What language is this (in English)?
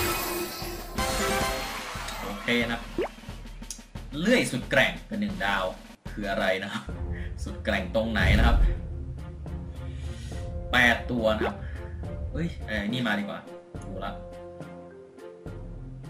Thai